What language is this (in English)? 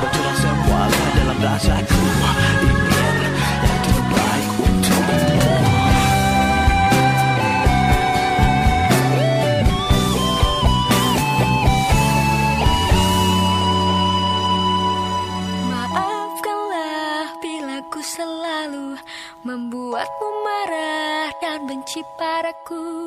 Indonesian